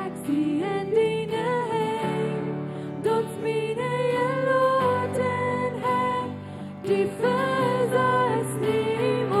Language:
Plautdietsch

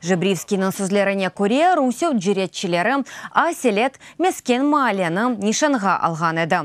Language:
Crimean Tatar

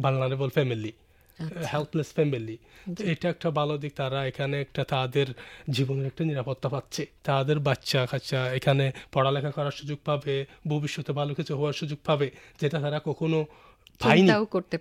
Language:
Bangla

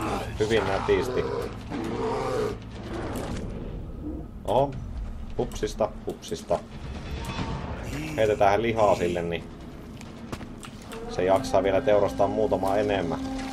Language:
Finnish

